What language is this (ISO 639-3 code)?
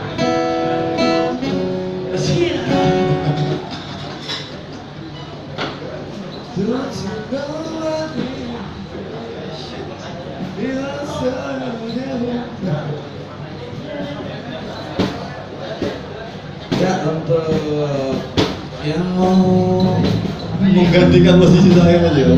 ind